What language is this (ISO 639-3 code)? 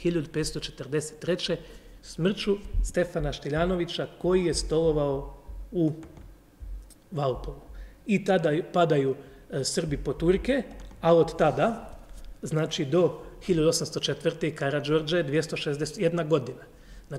hrv